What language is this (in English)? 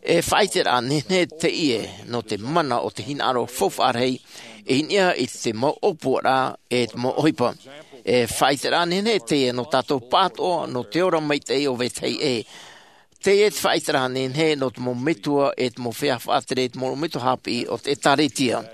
Tahitian